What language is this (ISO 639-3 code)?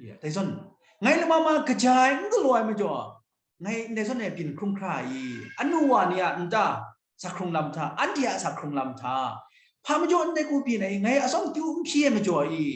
kac